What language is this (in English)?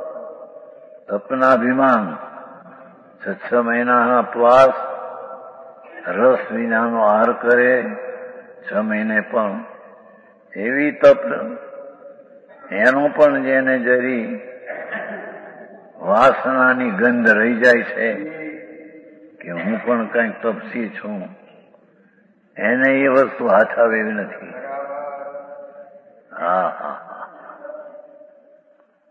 Gujarati